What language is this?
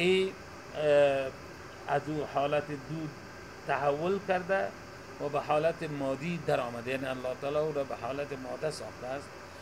Persian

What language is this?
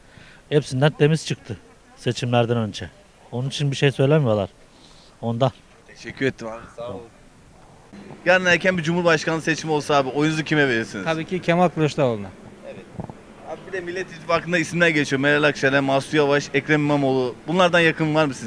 Turkish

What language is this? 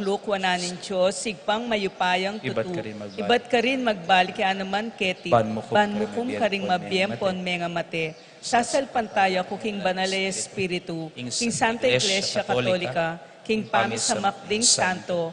Pampanga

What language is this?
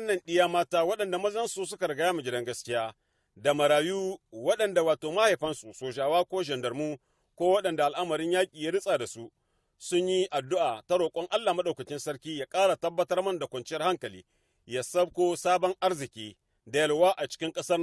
Hausa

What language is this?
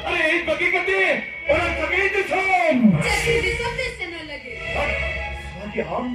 Santali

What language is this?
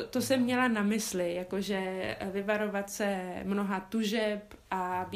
Czech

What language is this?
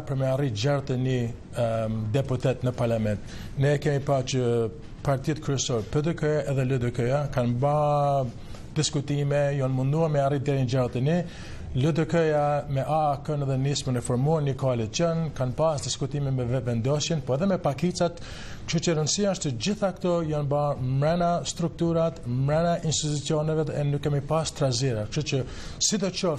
Albanian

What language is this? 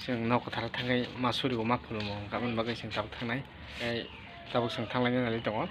Kok Borok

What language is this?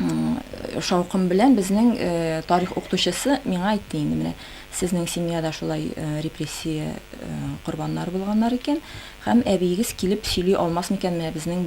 Tatar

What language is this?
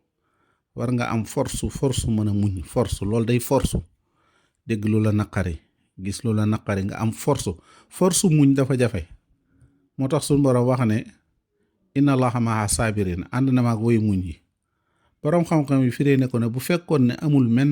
Wolof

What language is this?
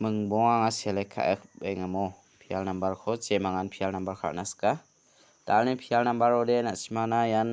Garo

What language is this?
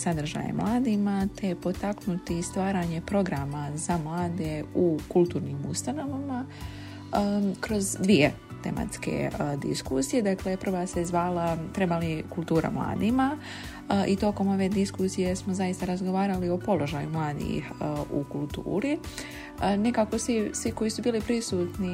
Bosnian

